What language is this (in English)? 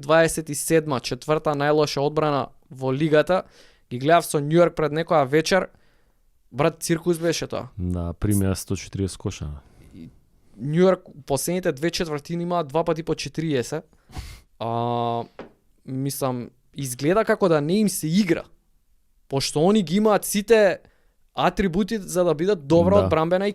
Macedonian